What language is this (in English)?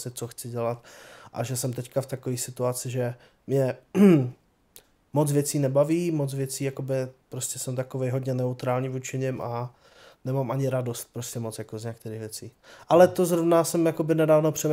Czech